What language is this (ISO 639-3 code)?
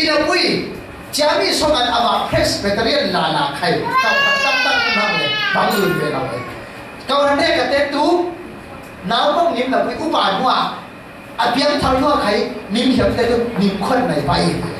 cfm